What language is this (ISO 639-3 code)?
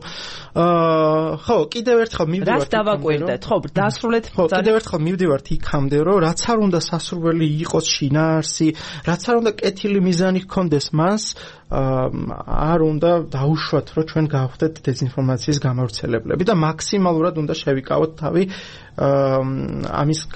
kat